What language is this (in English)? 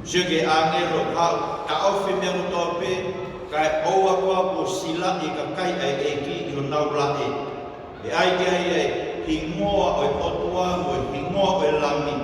Tongan